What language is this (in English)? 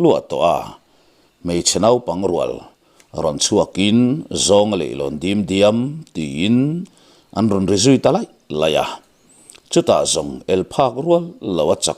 Mizo